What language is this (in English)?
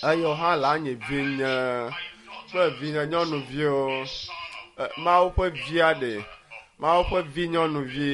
Ewe